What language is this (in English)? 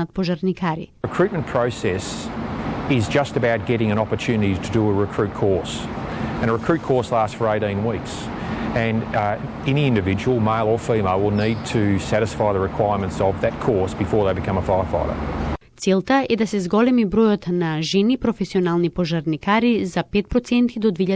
Macedonian